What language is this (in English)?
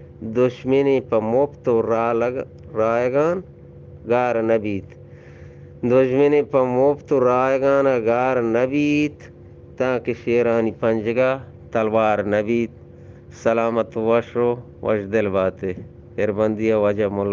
Eastern Balochi